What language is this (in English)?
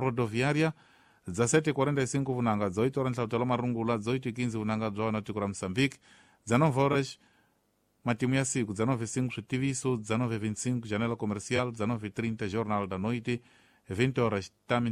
Tsonga